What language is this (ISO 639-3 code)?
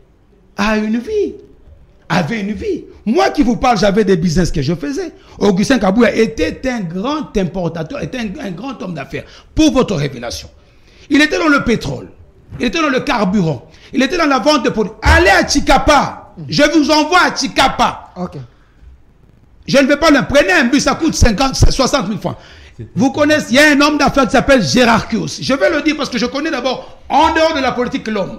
fra